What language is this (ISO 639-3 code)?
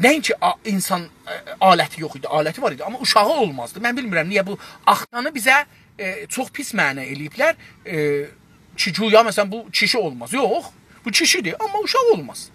azb